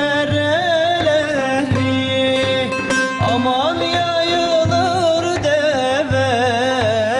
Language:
Zaza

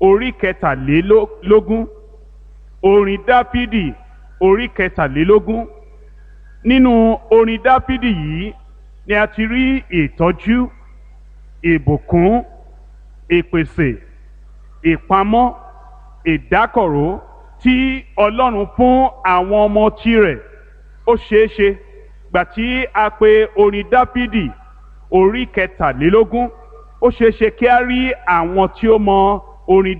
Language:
Yoruba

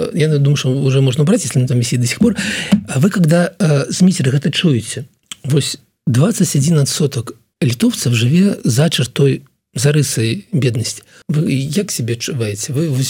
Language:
Belarusian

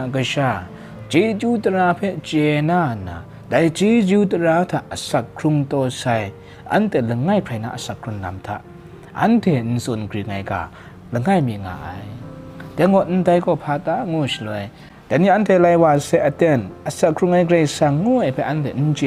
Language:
Kachin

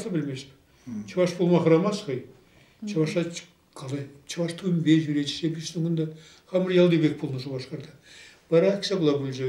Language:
Chuvash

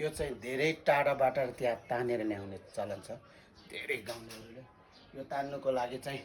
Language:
Nepali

